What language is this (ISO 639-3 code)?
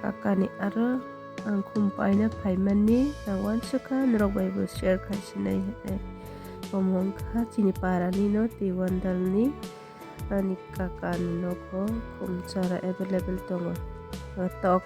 trp